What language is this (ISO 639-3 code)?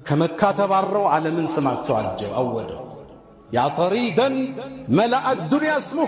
amh